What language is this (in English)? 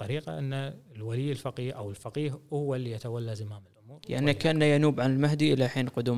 Gulf Arabic